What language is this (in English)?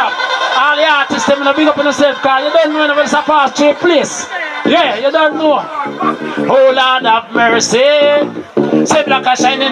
Jamaican Creole English